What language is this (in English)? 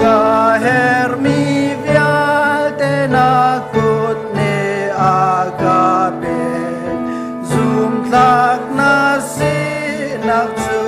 Hakha Chin